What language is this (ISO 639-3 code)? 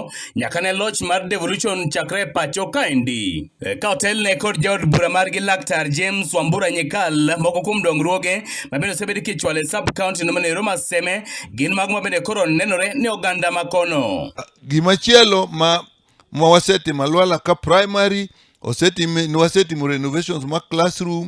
luo